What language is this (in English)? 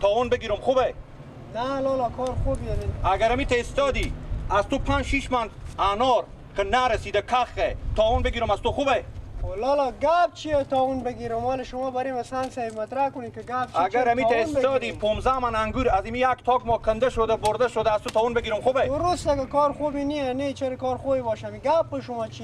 Persian